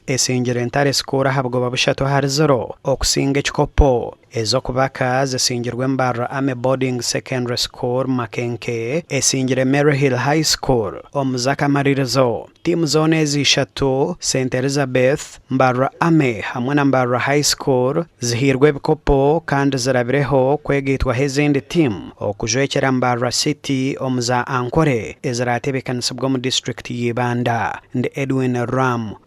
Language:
Nyankole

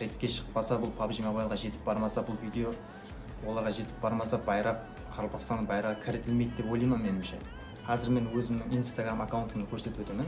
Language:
Kara-Kalpak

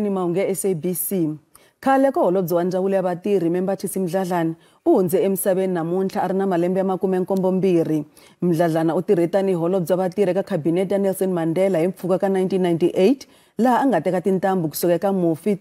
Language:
Tsonga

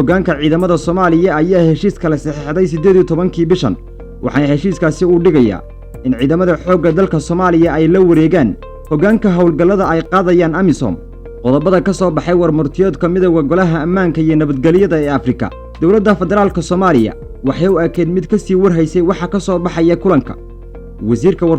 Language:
Somali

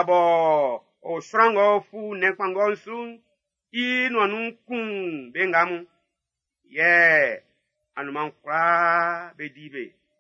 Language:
Baoulé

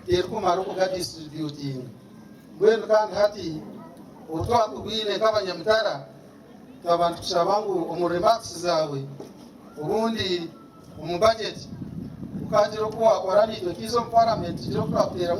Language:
Nyankole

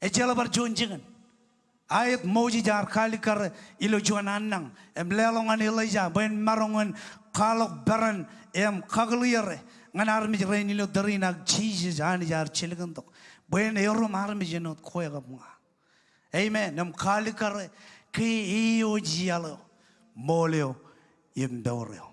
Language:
Marshallese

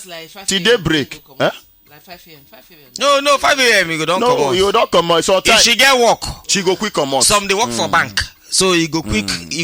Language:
Nigerian Pidgin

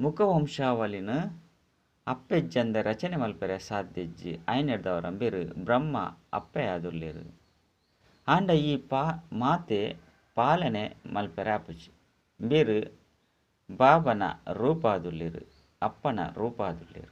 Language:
Tulu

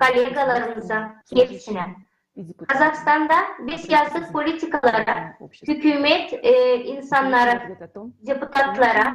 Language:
Gagauz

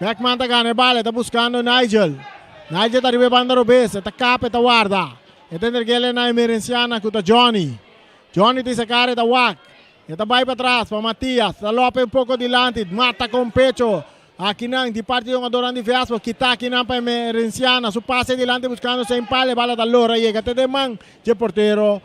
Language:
Papiamento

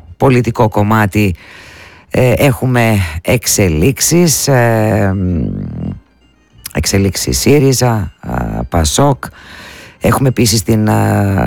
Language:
Greek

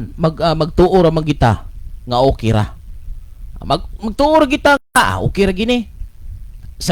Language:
Cebuano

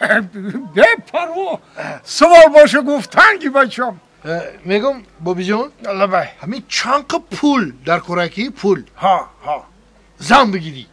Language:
Tajik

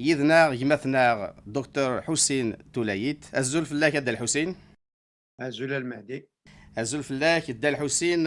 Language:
Kabyle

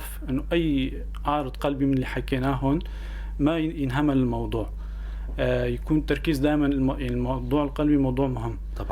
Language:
North Levantine Arabic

